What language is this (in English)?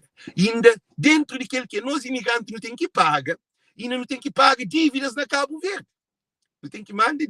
Kabuverdianu